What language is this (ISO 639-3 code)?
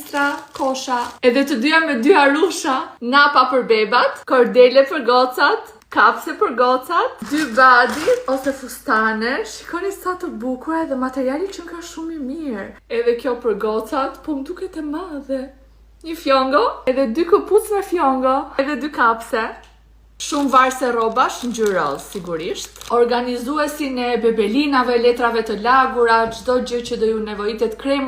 sqi